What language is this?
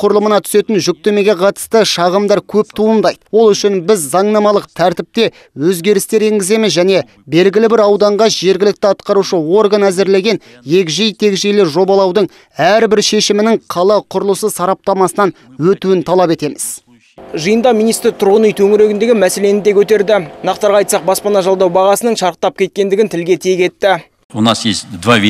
Kazakh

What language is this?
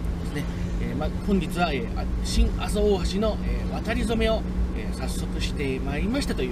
Japanese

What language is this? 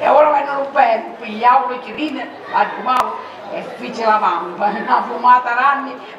Sicilian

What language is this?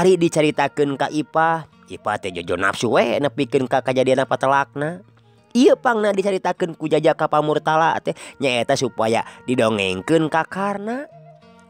Sundanese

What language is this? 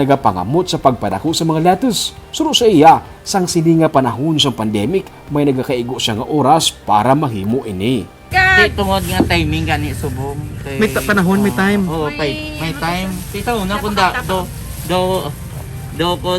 Hiligaynon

